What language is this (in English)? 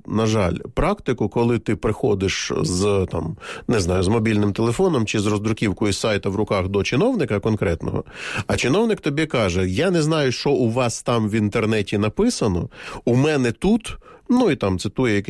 Ukrainian